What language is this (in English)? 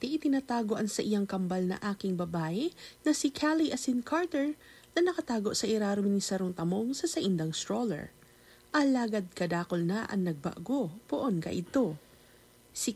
Bikol